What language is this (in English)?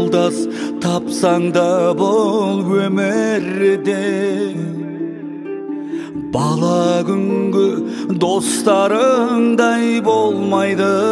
Kazakh